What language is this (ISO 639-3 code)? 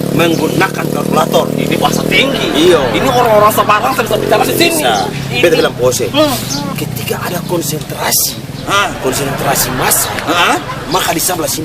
abs